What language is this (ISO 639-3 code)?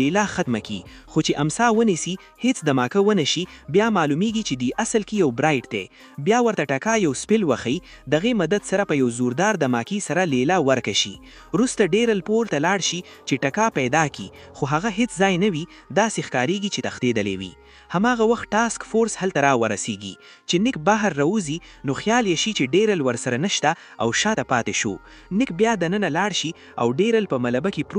pus